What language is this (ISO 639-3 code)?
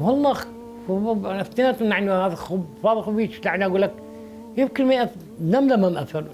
acm